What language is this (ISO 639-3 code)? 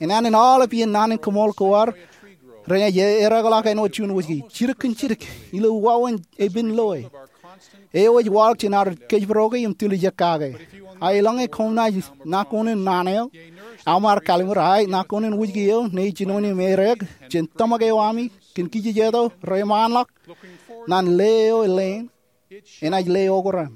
mah